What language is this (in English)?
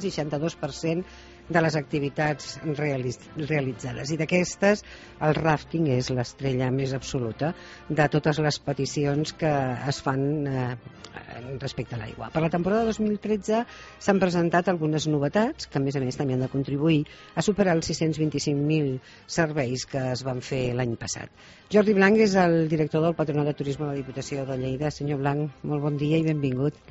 Catalan